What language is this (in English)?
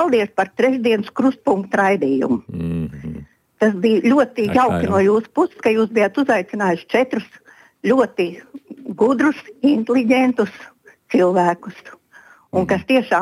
Latvian